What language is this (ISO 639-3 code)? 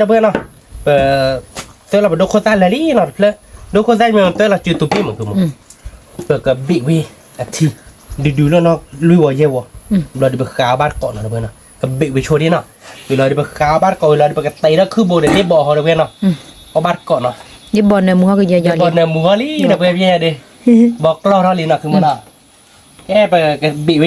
ksw